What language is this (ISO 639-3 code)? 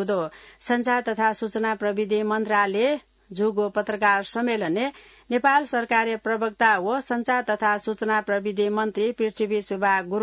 new